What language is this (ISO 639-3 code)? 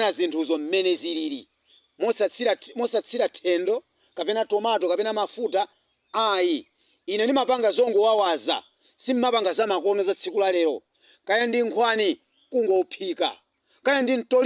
nya